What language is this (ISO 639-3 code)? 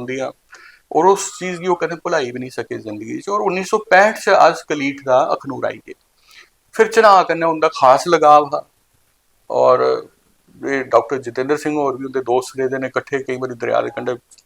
doi